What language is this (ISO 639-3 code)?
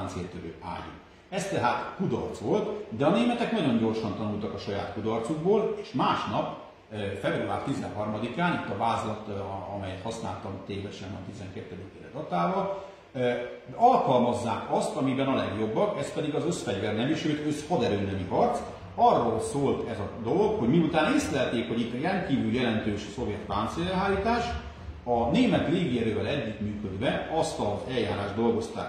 hun